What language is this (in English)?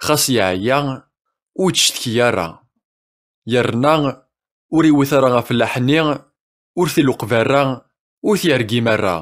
Kabyle